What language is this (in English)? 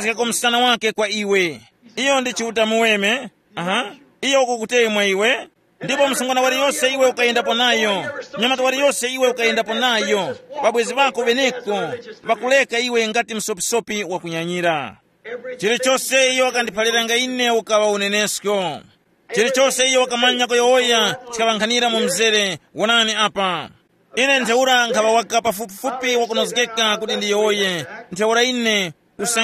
Tumbuka